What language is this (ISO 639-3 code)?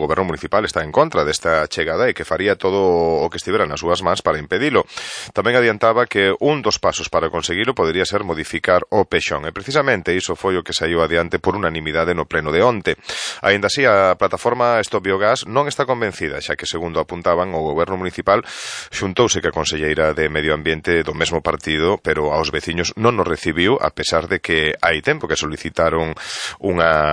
glg